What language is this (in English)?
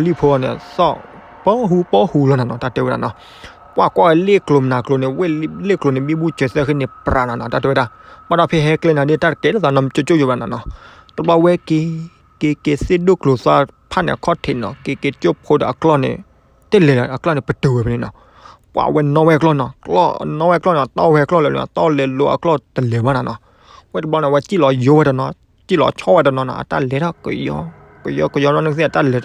S'gaw Karen